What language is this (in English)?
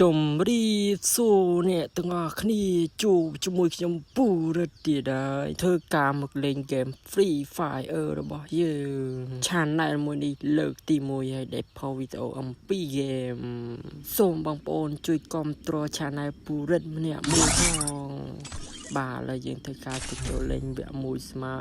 Khmer